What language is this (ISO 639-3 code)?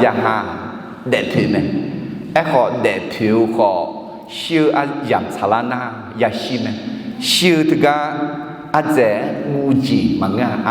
ahk